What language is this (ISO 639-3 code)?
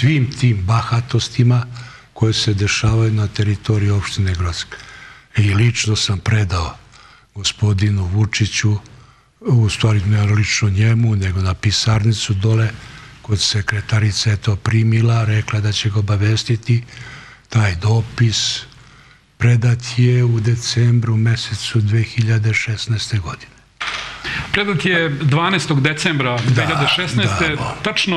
srp